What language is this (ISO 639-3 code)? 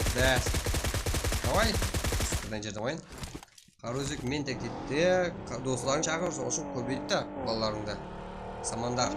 kaa